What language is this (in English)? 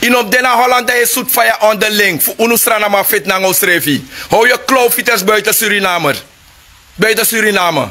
Sranan Tongo